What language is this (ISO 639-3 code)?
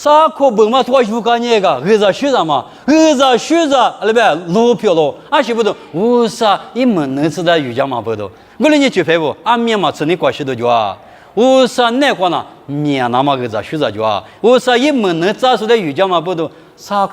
lis